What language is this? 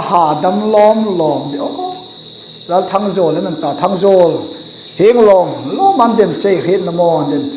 Hmar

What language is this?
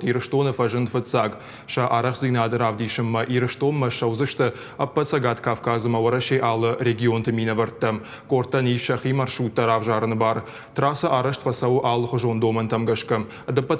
Ossetic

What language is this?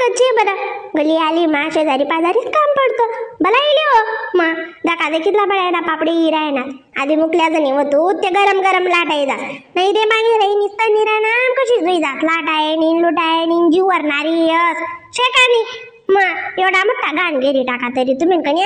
Khandesi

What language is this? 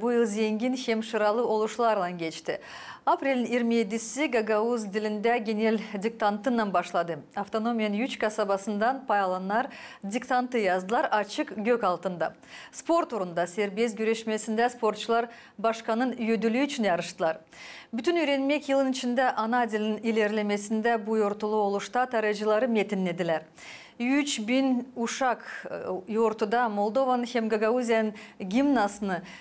Gagauz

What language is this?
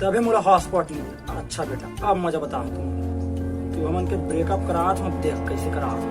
Chhattisgarhi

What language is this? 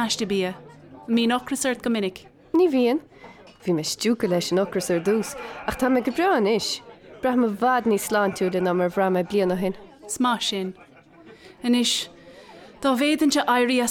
Irish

